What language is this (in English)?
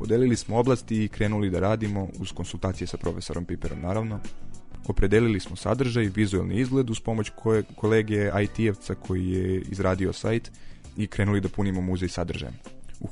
Serbian